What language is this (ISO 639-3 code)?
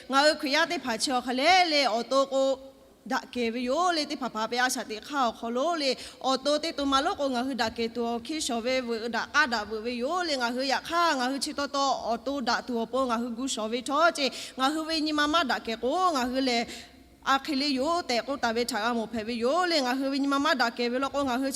lhu